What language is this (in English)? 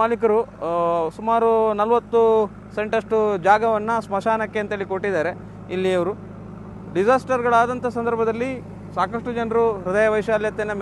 Kannada